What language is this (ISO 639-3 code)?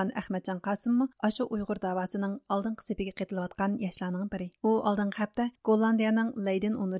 uig